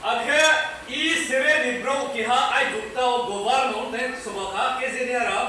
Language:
Riang (India)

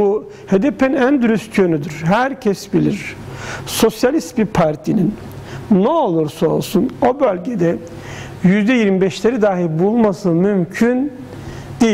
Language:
Turkish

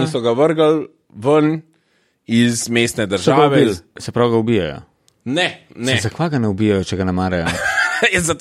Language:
Slovenian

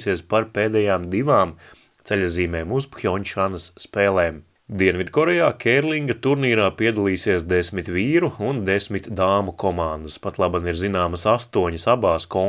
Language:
Latvian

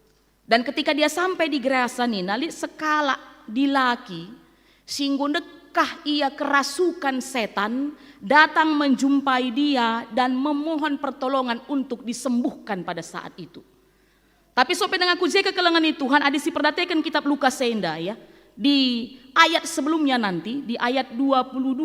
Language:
Batak Karo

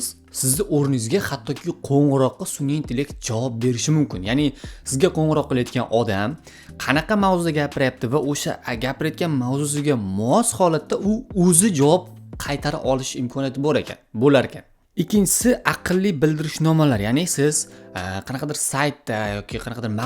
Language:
Uzbek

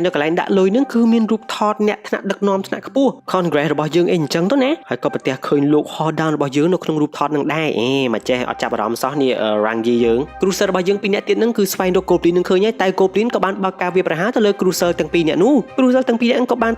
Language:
Khmer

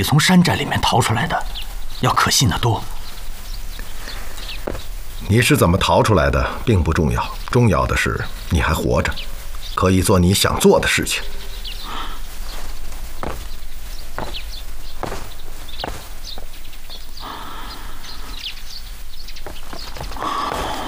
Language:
Chinese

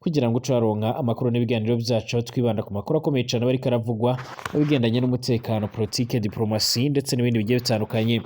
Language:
Rundi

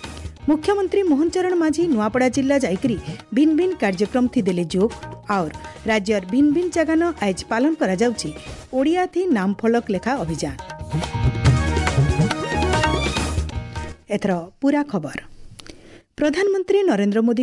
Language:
Odia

